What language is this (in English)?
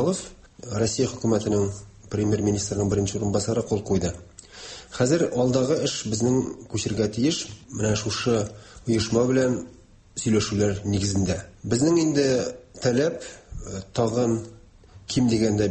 Tatar